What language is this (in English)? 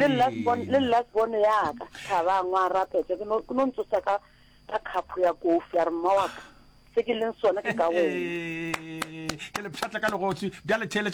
Northern Sotho